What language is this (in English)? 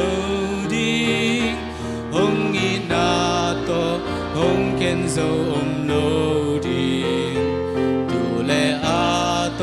Tedim Chin